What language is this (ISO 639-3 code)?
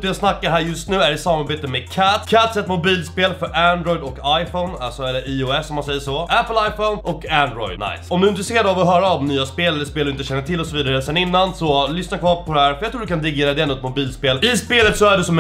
swe